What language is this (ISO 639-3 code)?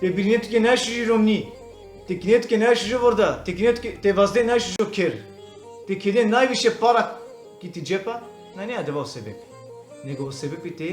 rmn